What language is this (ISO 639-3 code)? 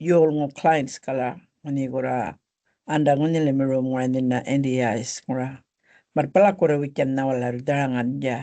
gnn